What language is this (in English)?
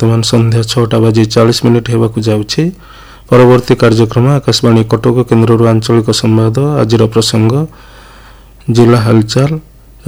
Odia